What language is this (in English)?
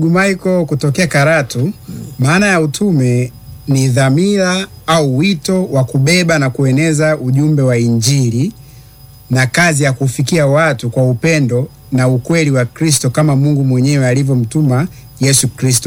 Swahili